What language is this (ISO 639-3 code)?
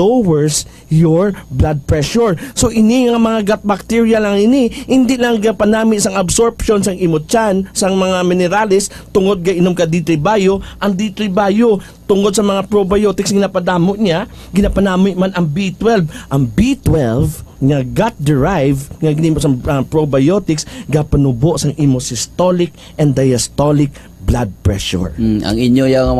hil